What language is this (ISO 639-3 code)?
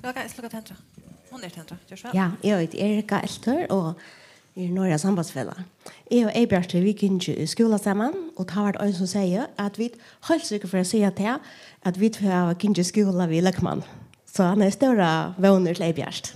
fao